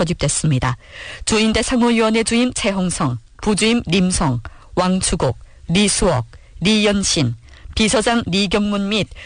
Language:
Korean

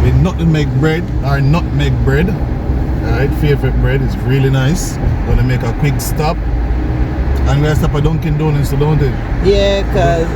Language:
Jamaican Creole English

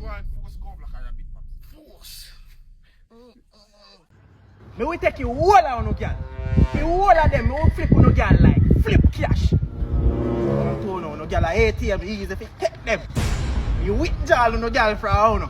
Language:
Jamaican Creole English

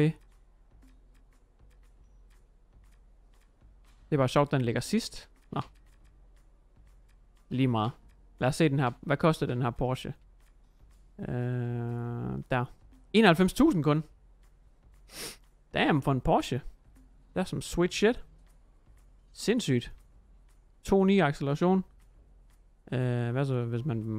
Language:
Danish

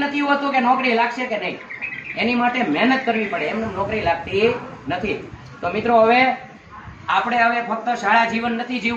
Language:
Gujarati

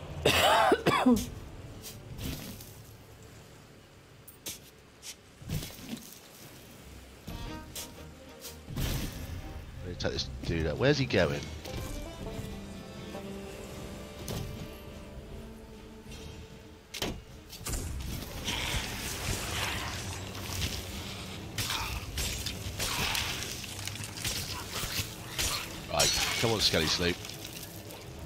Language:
English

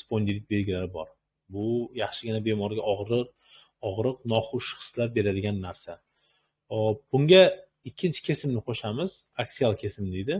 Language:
Uzbek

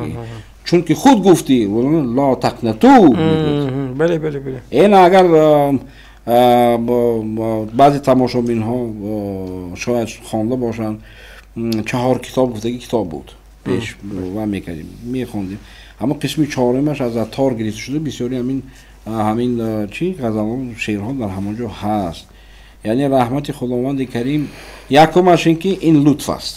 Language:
Tajik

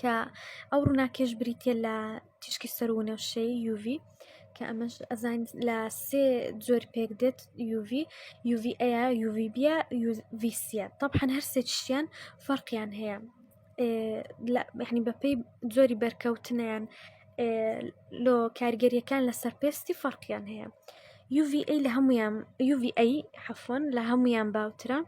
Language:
Central Kurdish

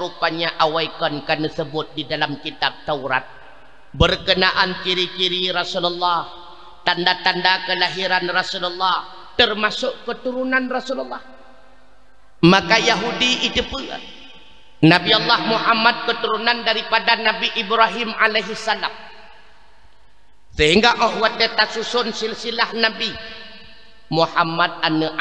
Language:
Achinese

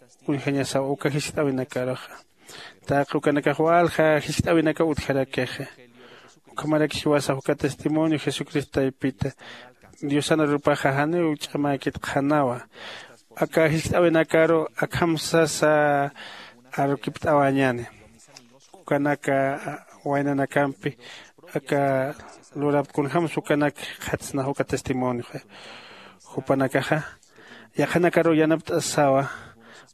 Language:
Aymara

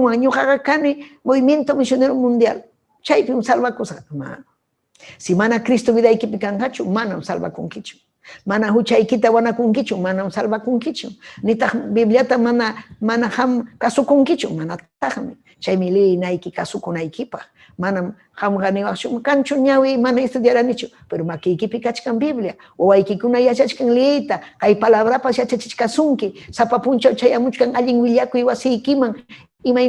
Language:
Ayacucho Quechua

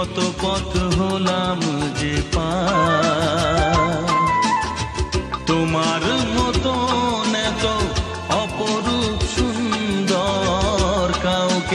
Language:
Bangla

